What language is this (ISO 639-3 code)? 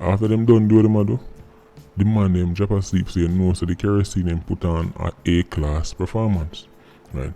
jam